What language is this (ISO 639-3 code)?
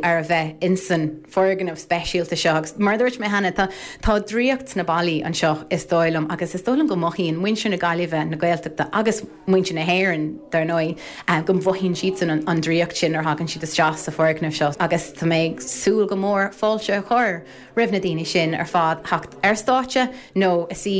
gle